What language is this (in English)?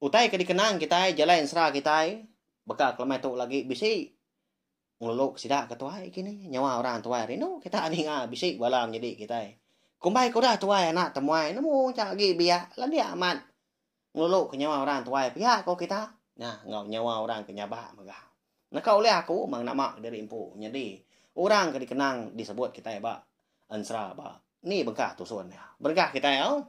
Iban